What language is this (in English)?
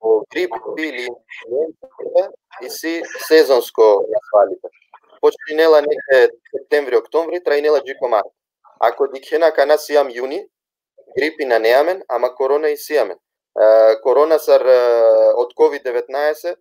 Balkan Romani